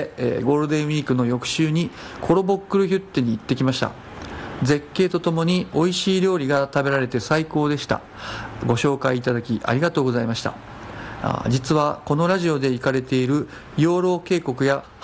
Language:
Japanese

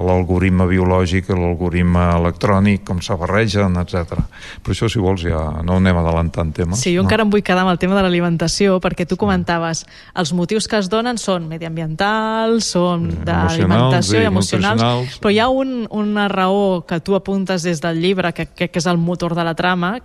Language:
Catalan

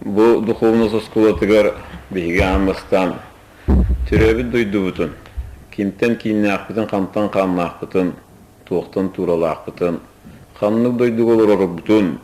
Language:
Yakut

